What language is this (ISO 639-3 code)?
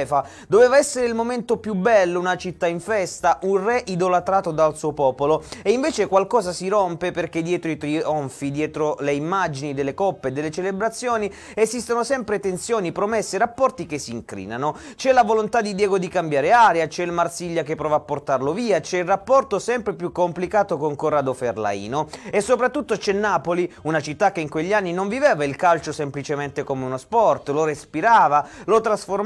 ita